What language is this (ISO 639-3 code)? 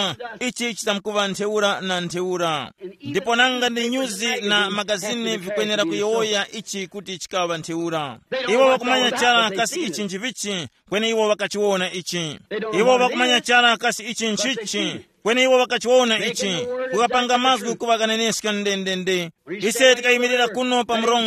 tum